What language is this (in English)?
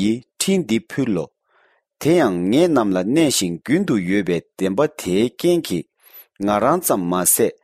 Tibetan